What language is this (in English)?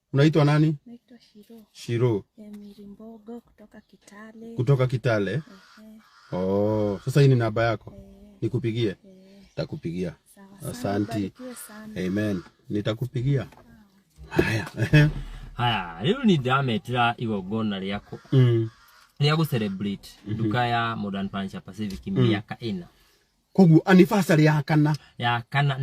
Kikuyu